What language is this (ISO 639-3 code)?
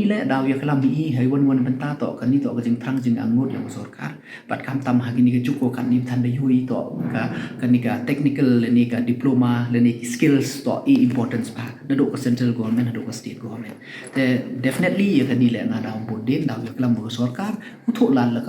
pbv